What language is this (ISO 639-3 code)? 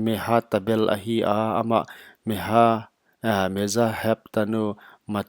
pck